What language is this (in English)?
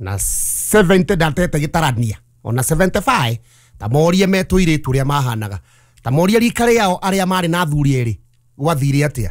Kikuyu